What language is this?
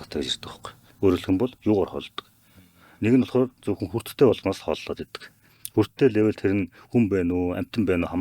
Mongolian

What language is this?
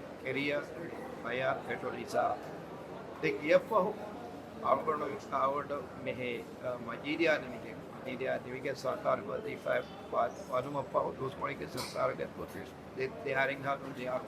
Divehi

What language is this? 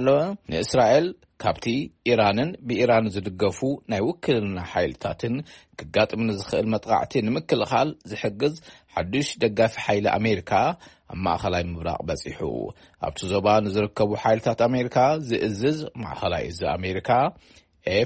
Tigrinya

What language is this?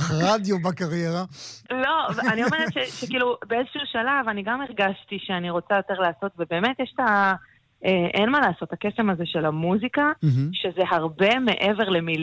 Hebrew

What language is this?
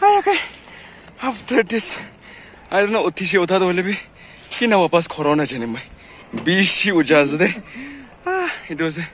Naga Pidgin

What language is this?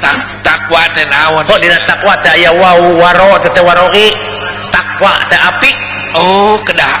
Sundanese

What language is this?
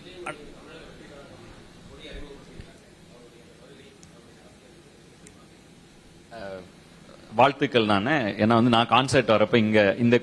Tamil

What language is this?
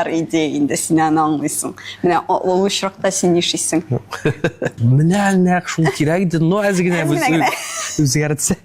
Tatar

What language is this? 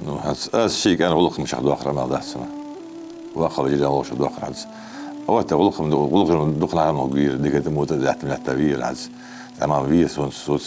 Ingush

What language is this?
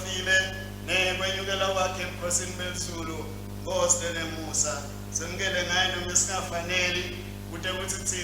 Swati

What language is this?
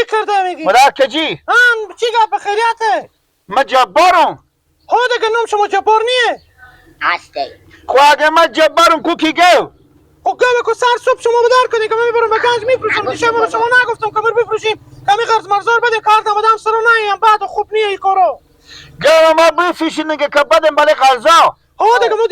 Persian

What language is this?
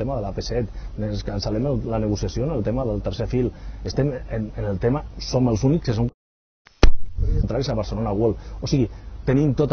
Catalan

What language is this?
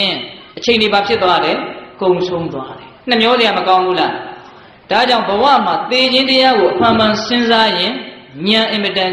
Burmese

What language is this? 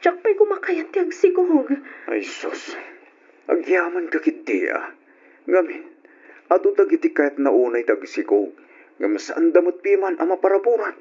Iloko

